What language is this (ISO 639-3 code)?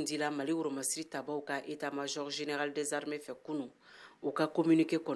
bam